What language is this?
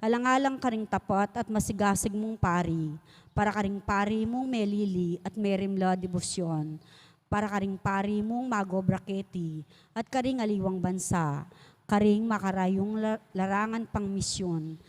Pampanga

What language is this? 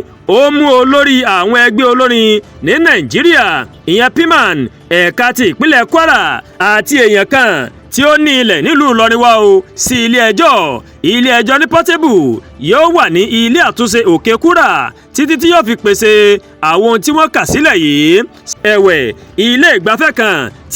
Yoruba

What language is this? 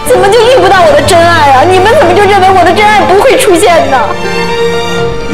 Chinese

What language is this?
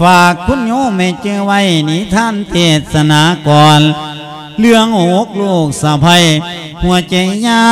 Lao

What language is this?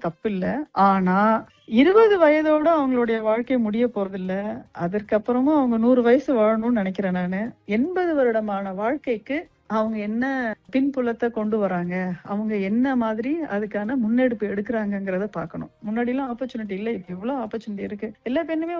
Tamil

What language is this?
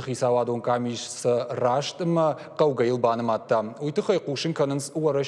Ossetic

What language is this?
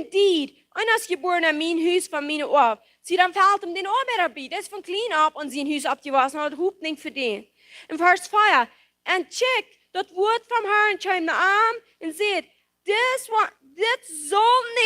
Plautdietsch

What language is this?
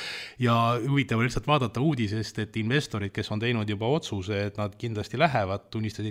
Estonian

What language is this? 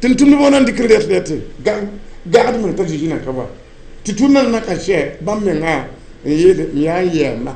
Mossi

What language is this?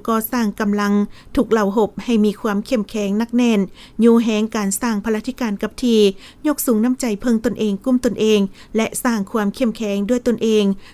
Lao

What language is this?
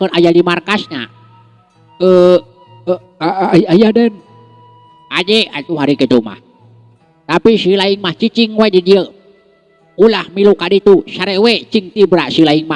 Sundanese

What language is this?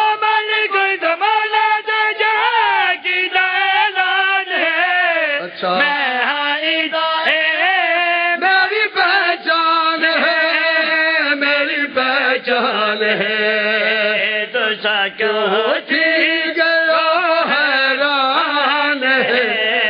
Urdu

